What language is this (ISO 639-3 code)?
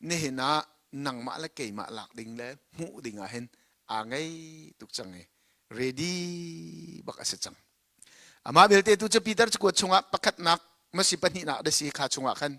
cnh